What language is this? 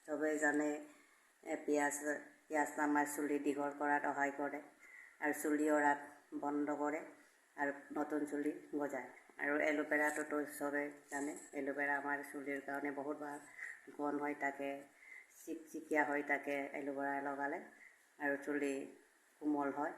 Assamese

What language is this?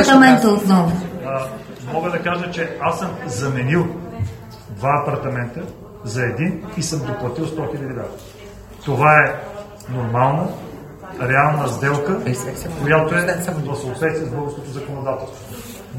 Bulgarian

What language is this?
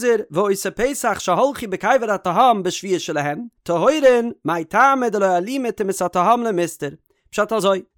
Yiddish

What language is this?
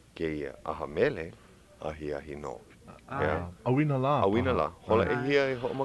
Hawaiian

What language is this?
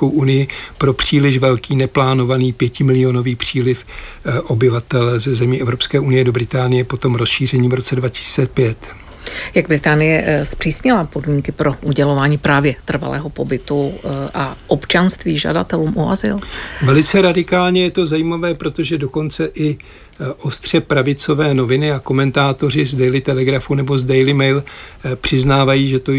Czech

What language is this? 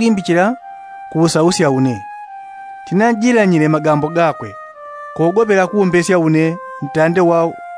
Yao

